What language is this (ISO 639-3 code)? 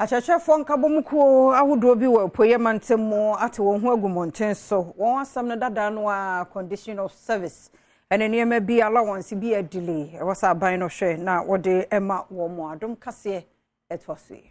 aka